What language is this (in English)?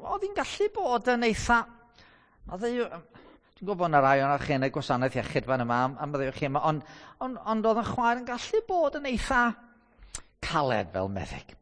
Welsh